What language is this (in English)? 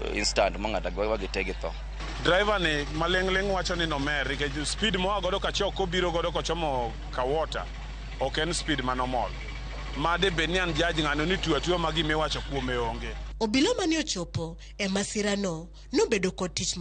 Luo (Kenya and Tanzania)